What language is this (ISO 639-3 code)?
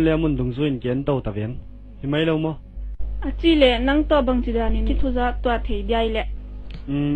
ctd